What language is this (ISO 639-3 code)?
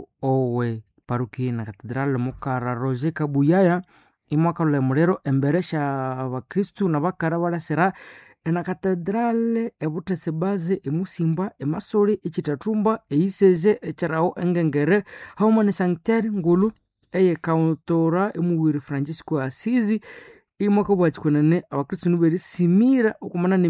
nnb